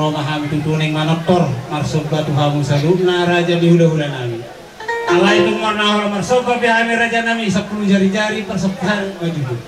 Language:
Batak Toba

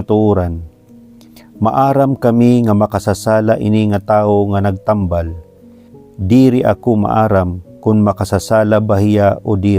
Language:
Waray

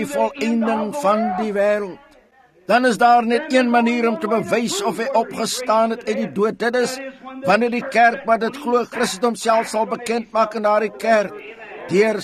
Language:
Afrikaans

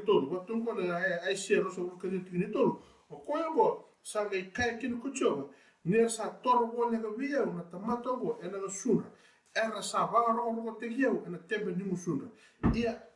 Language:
Fijian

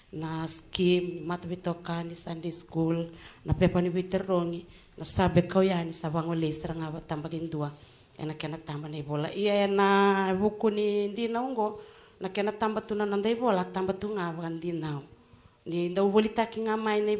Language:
Fijian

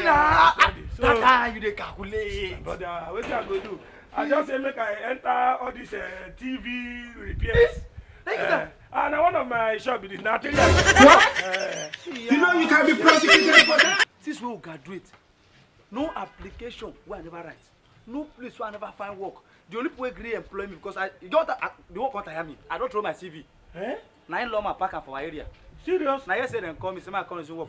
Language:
Nigerian Pidgin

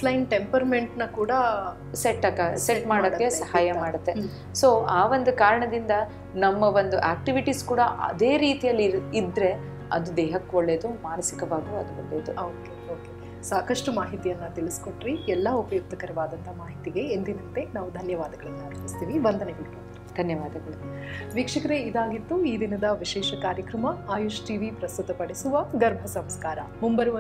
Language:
Kannada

